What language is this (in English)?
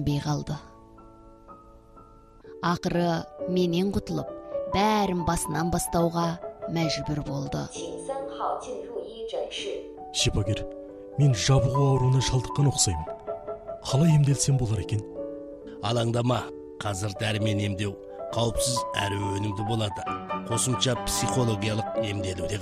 Kazakh